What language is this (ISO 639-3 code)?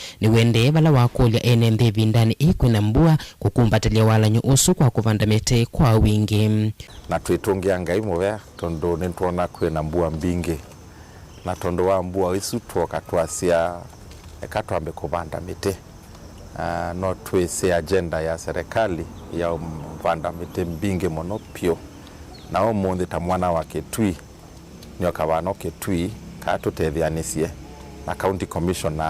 kam